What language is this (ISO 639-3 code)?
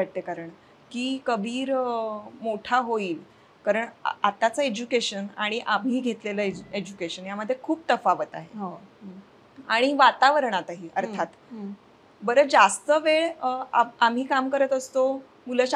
mar